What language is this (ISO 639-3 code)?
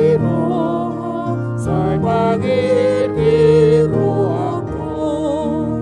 bbc